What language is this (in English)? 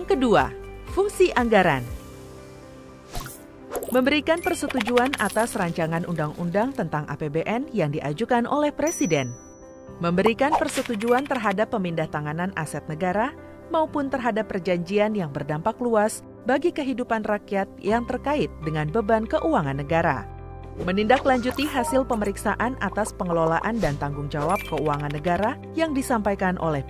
Indonesian